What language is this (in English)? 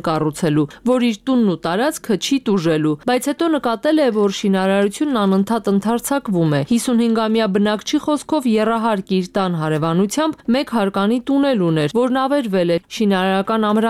Armenian